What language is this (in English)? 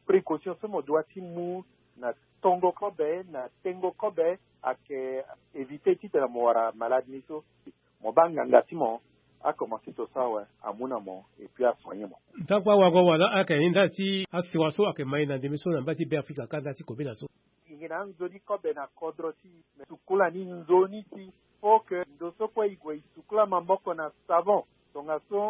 Sango